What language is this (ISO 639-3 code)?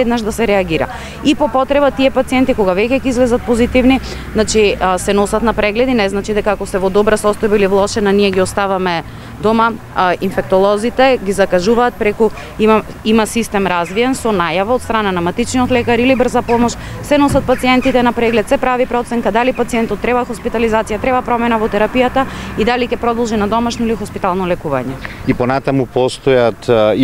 mkd